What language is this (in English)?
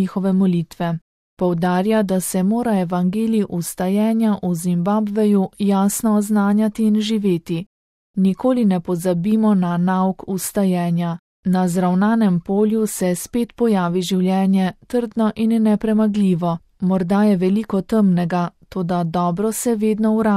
Slovenian